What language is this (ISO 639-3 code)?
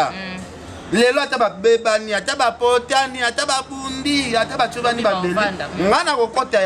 lin